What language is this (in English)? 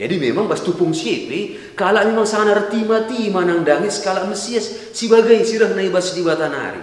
Batak Karo